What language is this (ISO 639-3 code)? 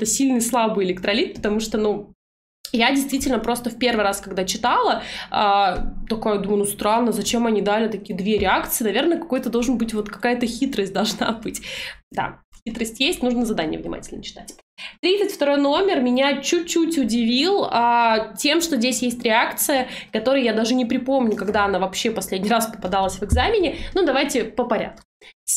rus